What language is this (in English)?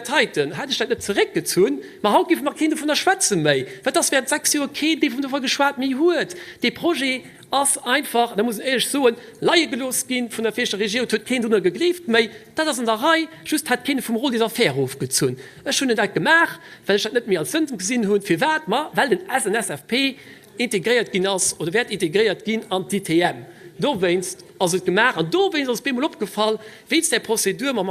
Luxembourgish